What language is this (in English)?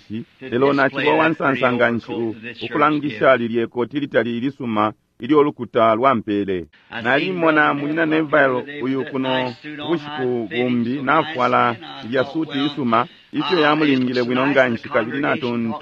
Bemba